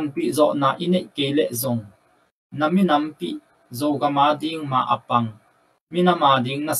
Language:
Tedim Chin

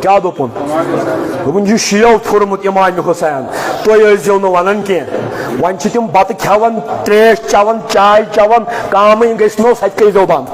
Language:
Kashmiri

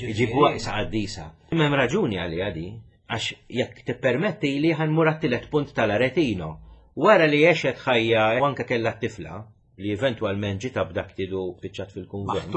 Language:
Maltese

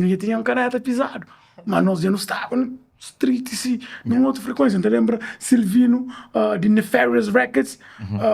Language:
Kabuverdianu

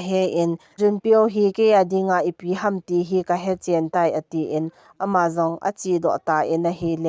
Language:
Thado Chin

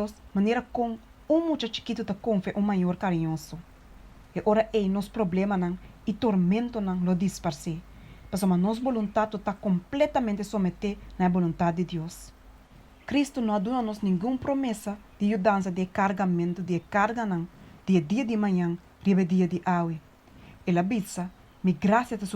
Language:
Papiamento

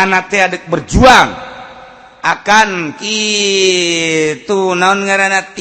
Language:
Sundanese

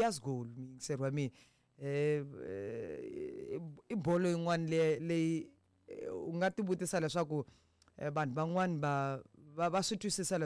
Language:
Tsonga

